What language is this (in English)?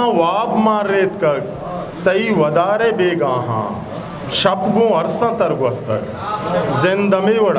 Eastern Balochi